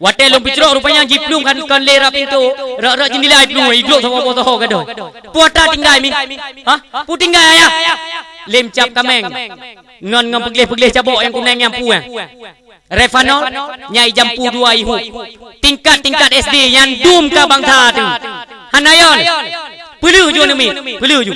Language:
Achinese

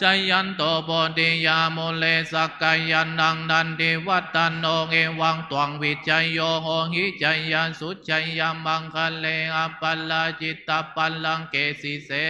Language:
Pali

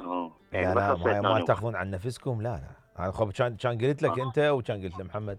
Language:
Mesopotamian Arabic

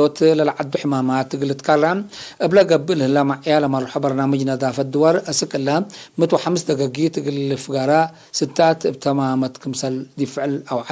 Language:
Tigre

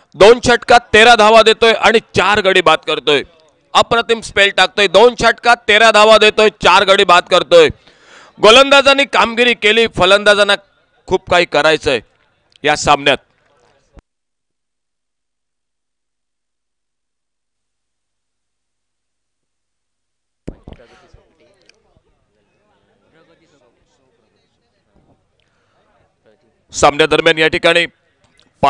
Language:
Marathi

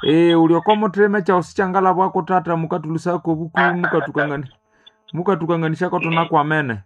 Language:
Nande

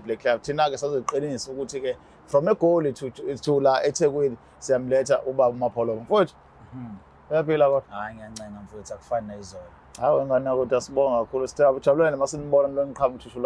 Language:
Zulu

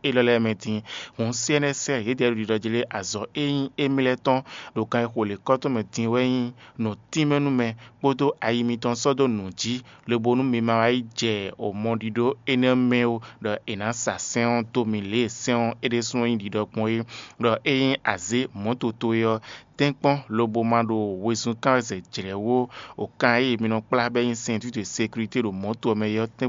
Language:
Fon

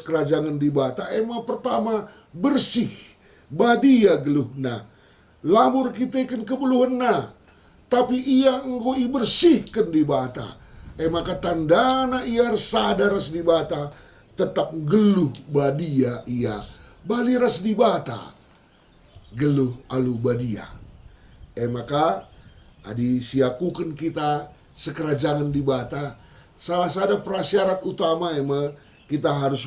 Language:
Batak Karo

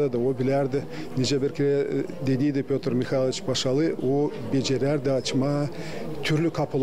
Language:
Gagauz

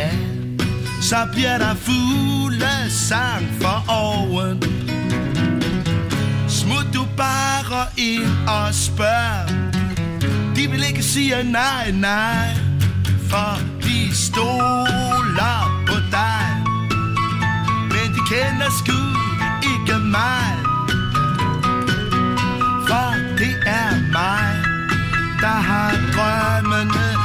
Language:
Danish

